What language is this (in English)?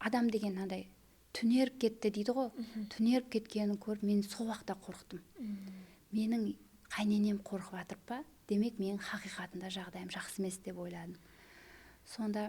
Kara-Kalpak